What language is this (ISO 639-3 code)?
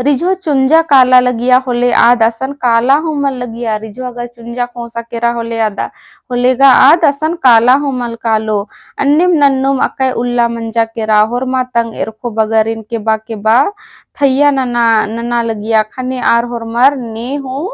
kru